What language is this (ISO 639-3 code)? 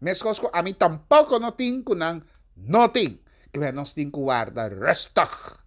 pap